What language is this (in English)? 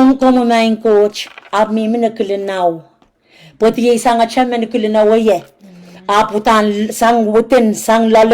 Pohnpeian